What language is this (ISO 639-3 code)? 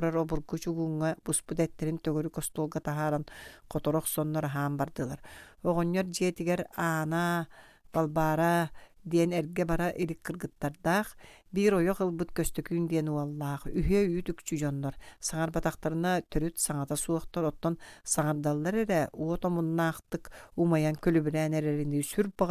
sah